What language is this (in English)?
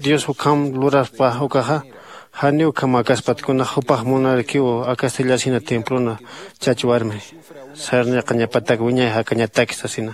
Aymara